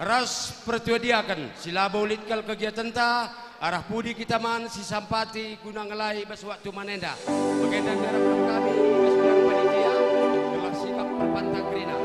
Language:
Batak Karo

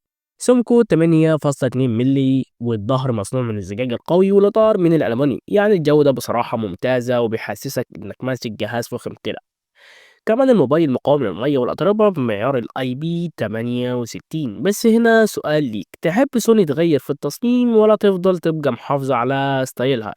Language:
Egyptian Arabic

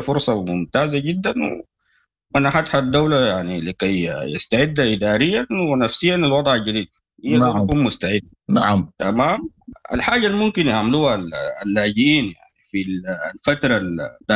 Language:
Sudanese Arabic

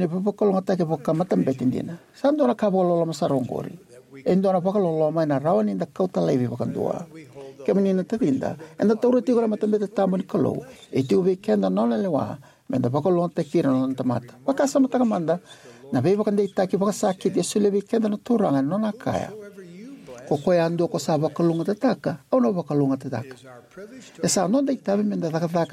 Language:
Fijian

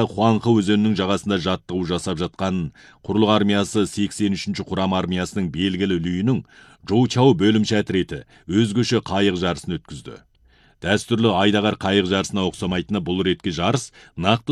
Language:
Kazakh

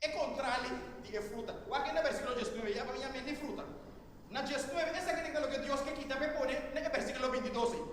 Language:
Papiamento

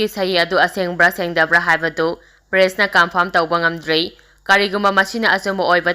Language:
Manipuri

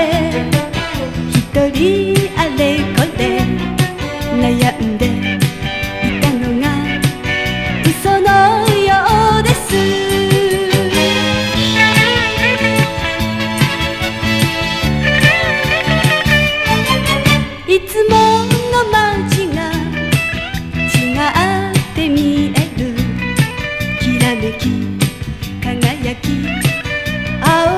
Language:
Japanese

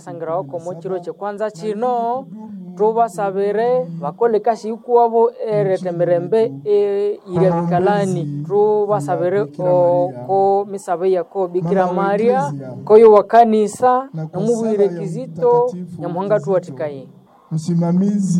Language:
Nande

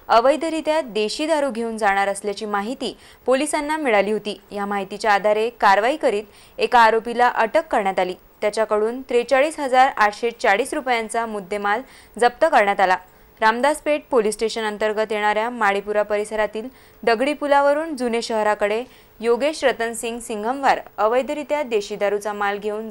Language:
Marathi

